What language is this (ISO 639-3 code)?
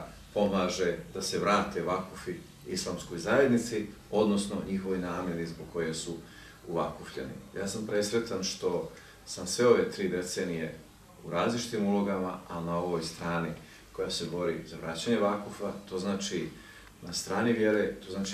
bos